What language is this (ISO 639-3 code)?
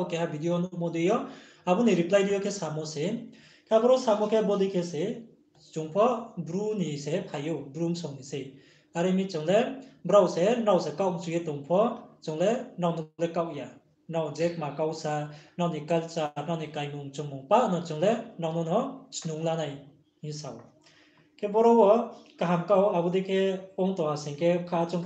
ria